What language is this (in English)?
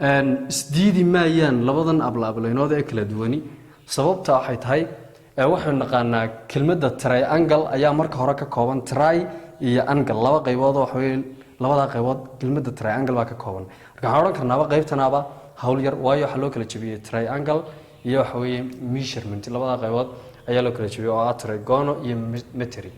Somali